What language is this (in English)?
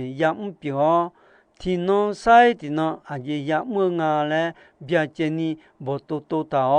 Akha